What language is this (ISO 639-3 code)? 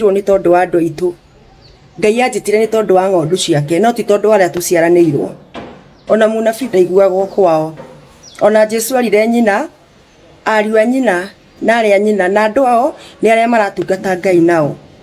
kik